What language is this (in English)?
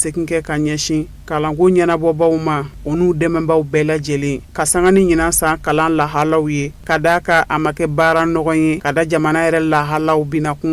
Bambara